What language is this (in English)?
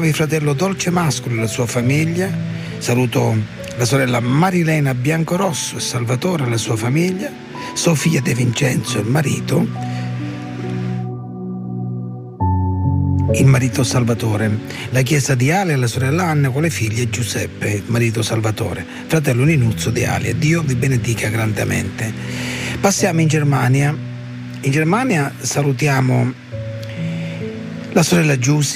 Italian